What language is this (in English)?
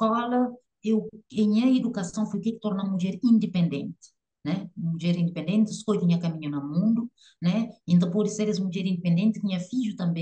Kabuverdianu